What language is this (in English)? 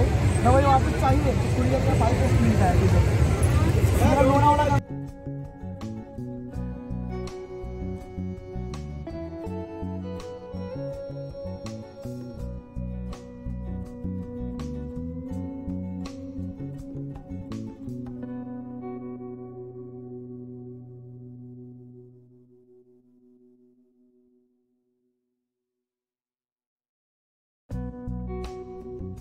Marathi